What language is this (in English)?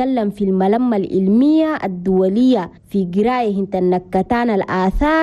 Chadian Arabic